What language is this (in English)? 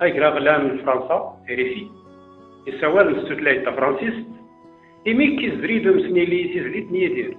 Kabyle